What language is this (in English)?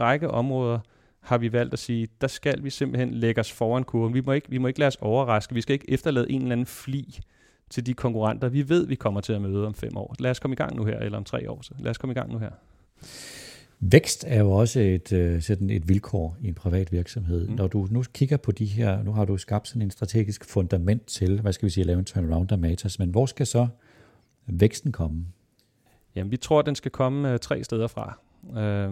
Danish